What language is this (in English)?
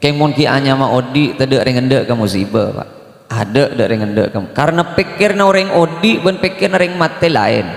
Madurese